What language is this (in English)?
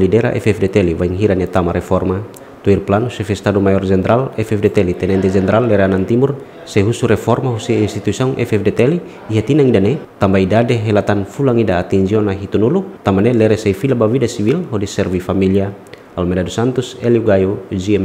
Tetum